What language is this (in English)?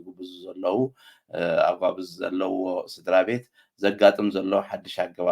Tigrinya